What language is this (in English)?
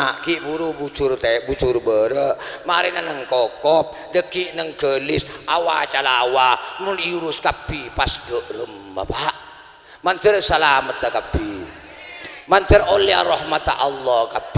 Madurese